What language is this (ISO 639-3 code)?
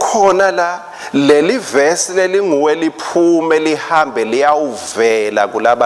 ssw